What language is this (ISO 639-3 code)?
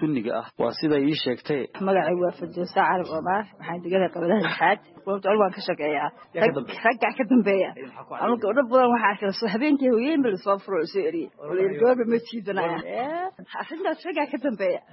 som